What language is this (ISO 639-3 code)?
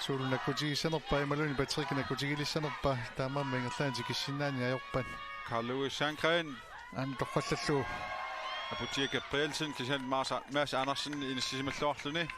kal